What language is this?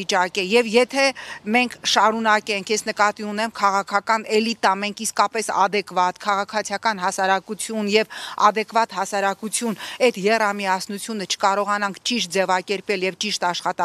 Armenian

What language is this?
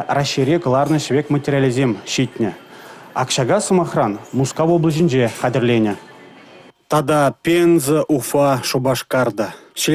Chuvash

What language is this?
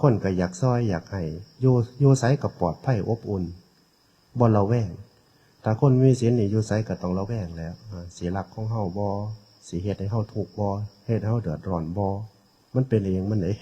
Northeastern Thai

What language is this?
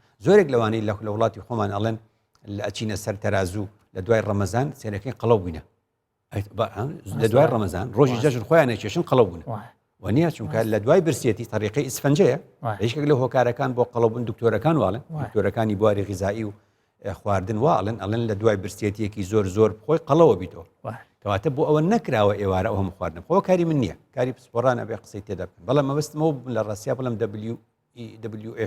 Central Kurdish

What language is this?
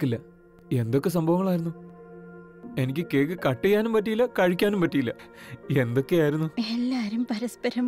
Malayalam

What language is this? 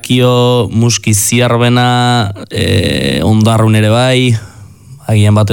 Basque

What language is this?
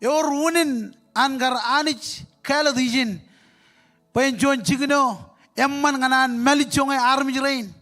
Marshallese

